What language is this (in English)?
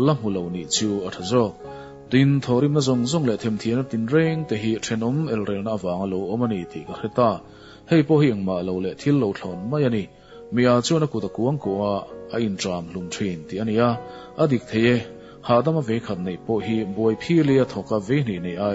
Mizo